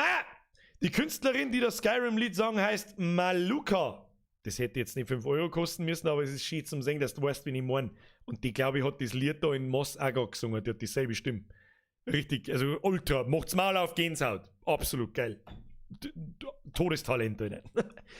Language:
Bavarian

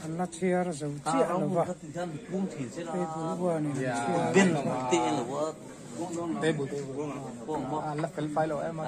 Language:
Mizo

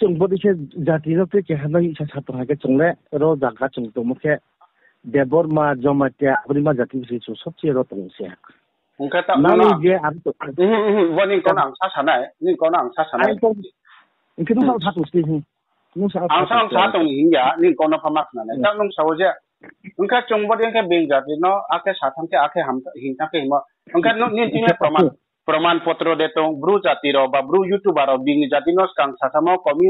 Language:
Kok Borok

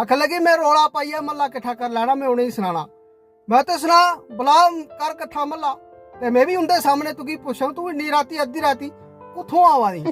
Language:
Dogri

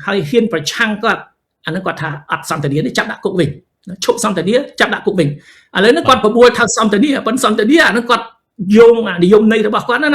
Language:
Khmer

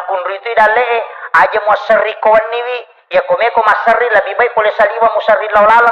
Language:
Buginese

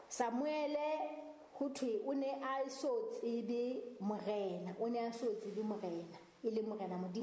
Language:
Southern Sotho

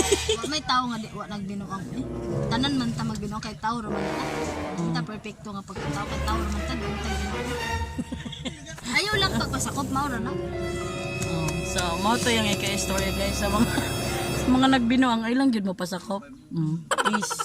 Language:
Cebuano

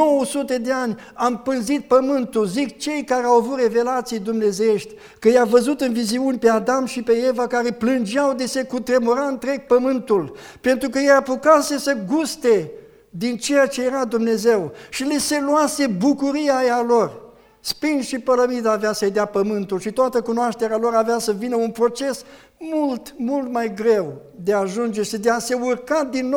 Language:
Romanian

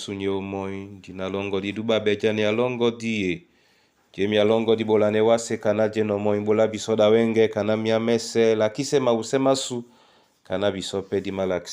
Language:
Duala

